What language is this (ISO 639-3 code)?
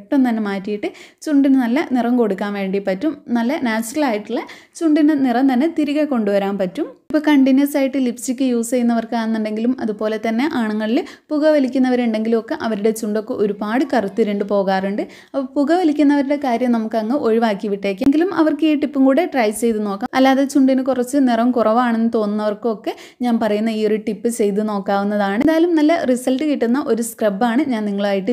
mal